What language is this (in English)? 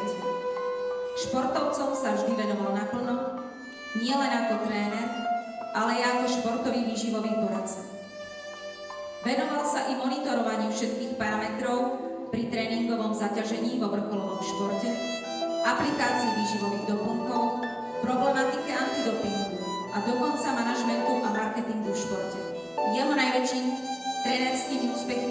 Slovak